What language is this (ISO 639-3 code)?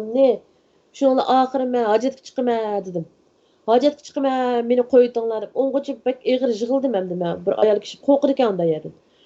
uig